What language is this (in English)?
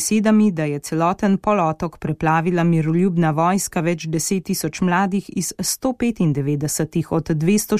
Slovenian